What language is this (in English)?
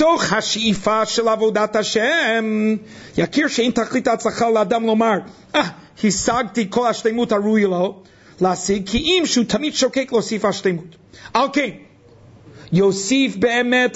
Hebrew